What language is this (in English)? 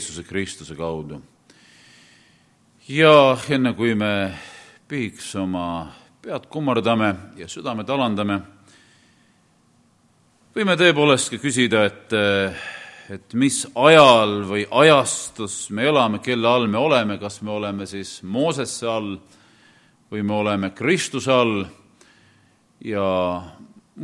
Estonian